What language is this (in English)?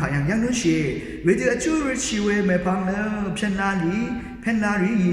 Rawang